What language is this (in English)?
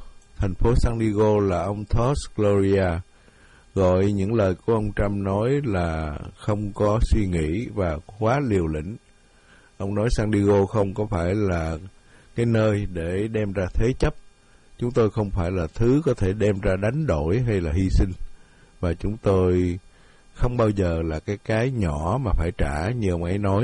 Vietnamese